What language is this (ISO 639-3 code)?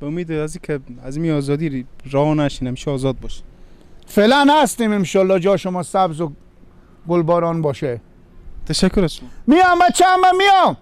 fas